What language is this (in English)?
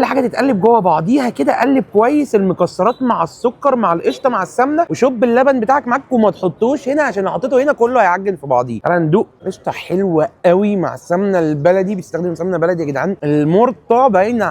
Egyptian Arabic